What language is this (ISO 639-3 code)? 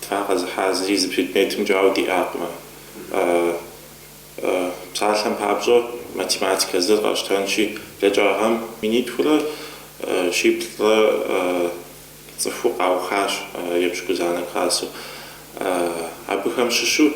kbd